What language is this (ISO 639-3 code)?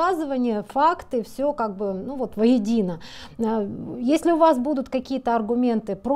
rus